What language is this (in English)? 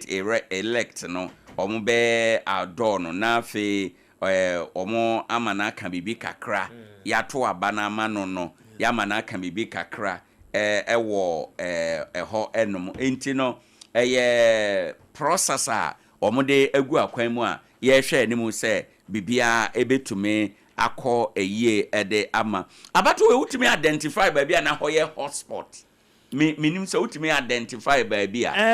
Akan